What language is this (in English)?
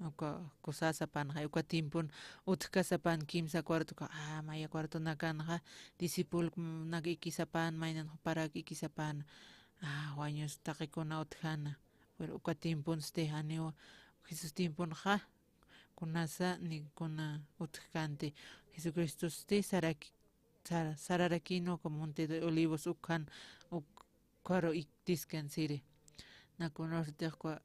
Aymara